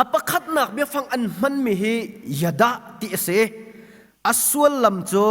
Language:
Hakha Chin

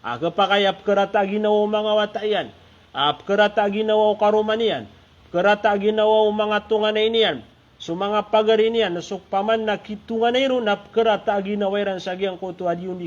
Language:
Maranao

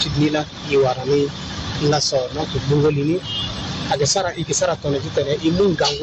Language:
Sango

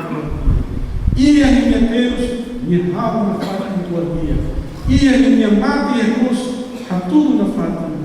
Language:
Tetum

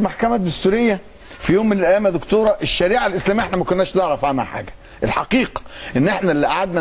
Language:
Egyptian Arabic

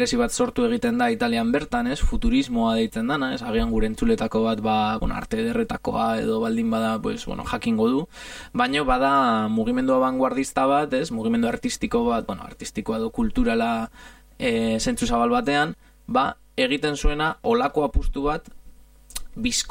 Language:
Basque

